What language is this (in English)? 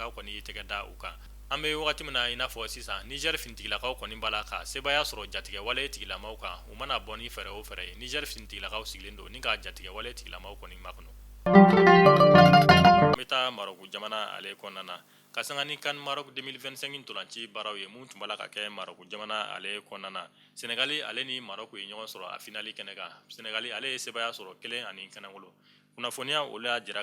Bambara